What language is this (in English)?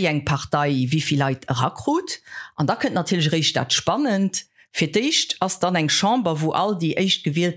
Luxembourgish